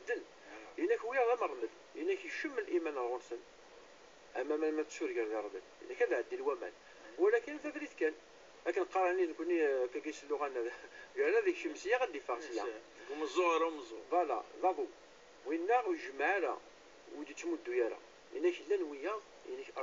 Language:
Kabyle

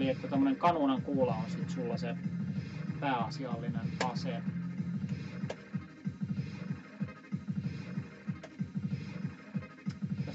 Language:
Finnish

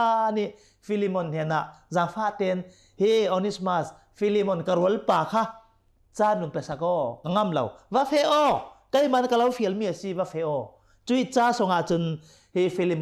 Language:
Hakha Chin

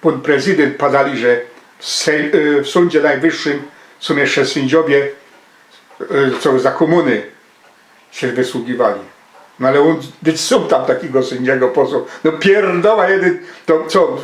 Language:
Silesian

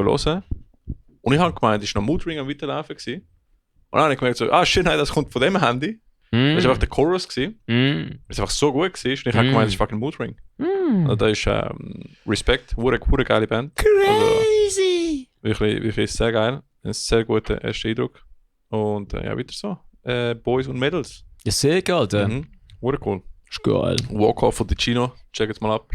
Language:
Swiss German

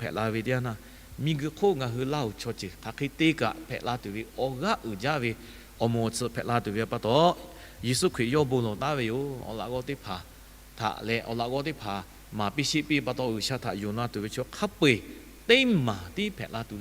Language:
Lahu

